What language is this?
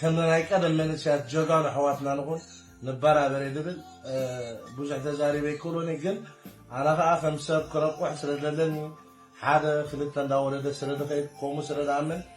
Tigrinya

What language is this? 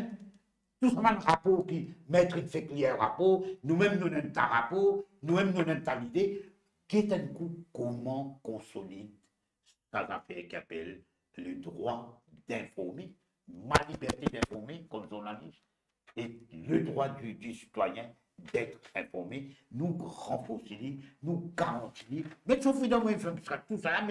Morisyen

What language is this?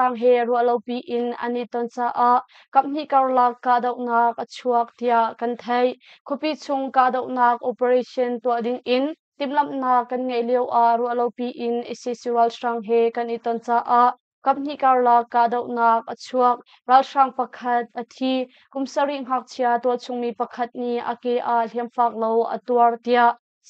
Hakha Chin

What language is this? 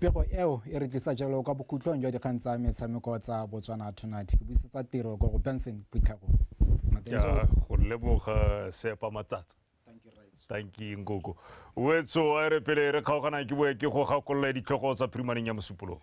Tswana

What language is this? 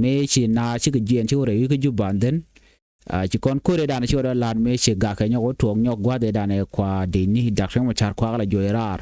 Nuer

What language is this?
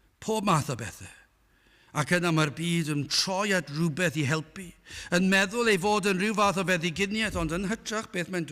Welsh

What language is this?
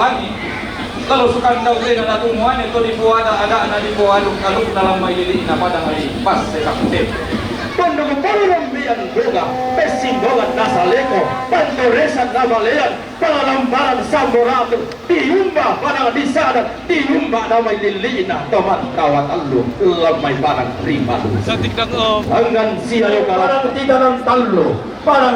Toraja-Sa'dan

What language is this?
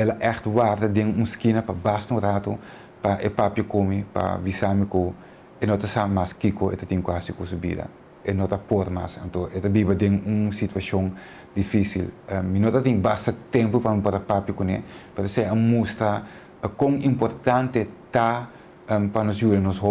Papiamento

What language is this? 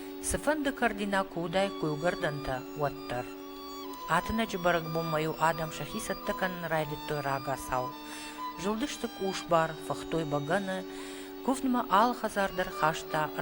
Ossetic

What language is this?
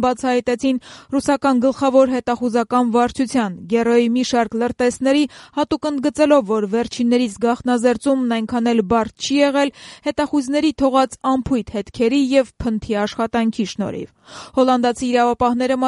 Armenian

